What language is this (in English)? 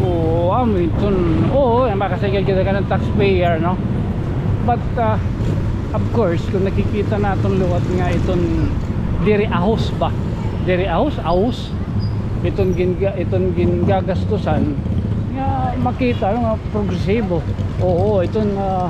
Waray